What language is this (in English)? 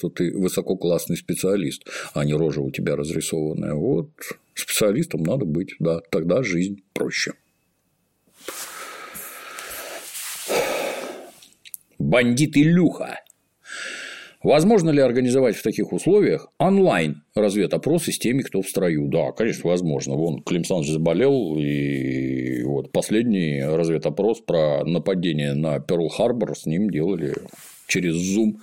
Russian